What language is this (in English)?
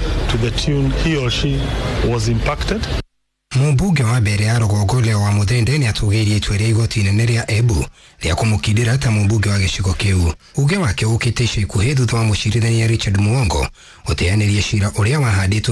Kikuyu